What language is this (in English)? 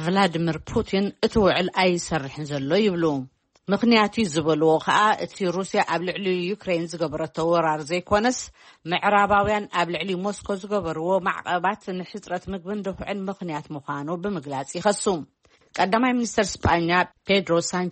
Tigrinya